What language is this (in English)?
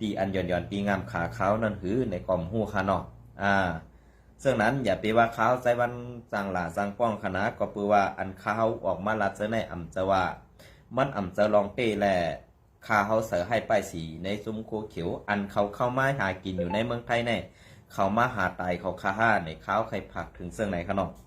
Shan